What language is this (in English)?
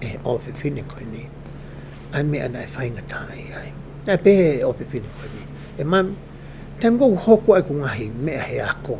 Tongan